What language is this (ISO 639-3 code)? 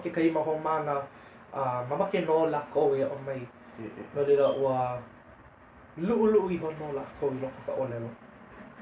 haw